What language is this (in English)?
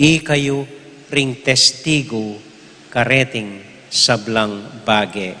Pampanga